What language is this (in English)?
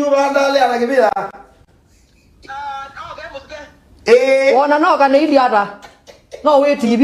Kamba